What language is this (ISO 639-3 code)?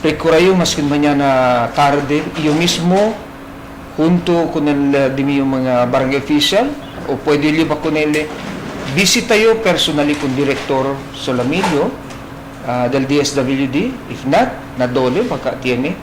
cbk